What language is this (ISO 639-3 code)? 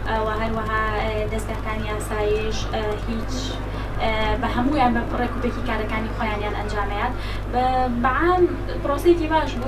ckb